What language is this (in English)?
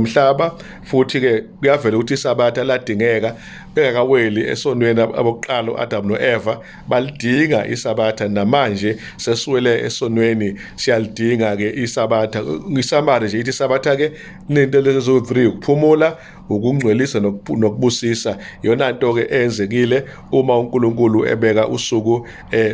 Zulu